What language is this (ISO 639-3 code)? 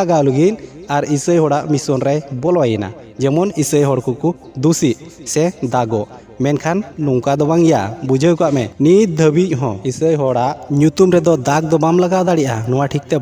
sat